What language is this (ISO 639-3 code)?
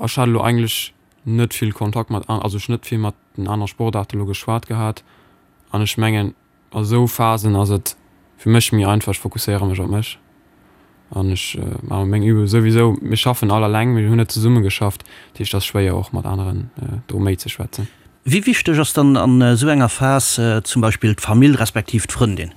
ltz